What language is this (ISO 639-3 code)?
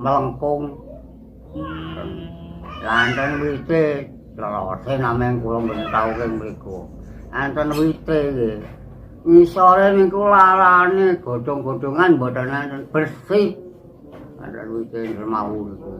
jav